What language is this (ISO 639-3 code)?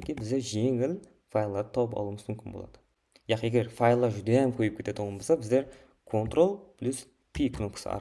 kaa